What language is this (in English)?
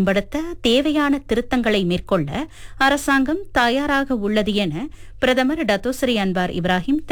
Tamil